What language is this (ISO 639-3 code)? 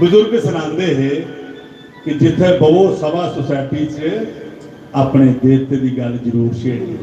doi